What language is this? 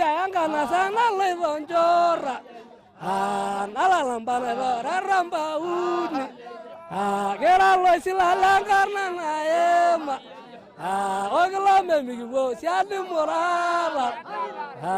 Masai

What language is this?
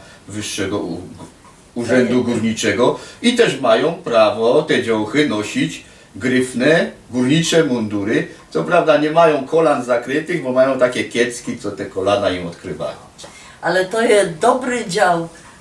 Silesian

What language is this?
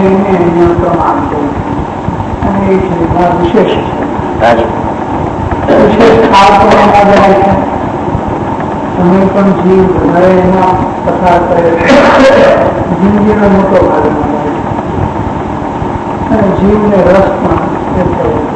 Gujarati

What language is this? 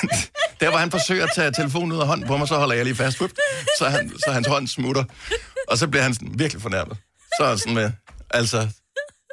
Danish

